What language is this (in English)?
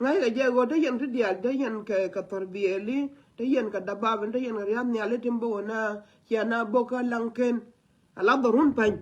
Nuer